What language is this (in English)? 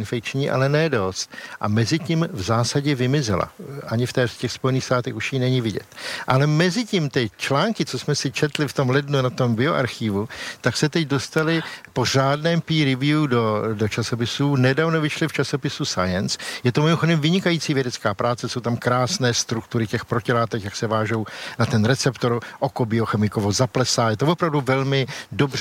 Czech